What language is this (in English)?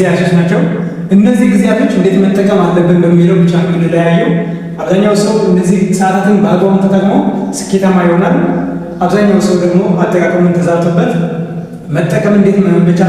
Amharic